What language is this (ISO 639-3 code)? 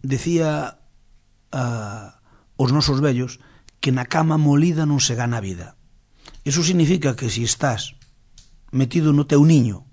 glg